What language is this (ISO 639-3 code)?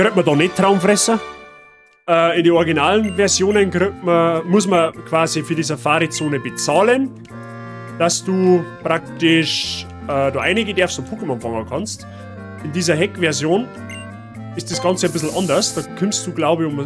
bar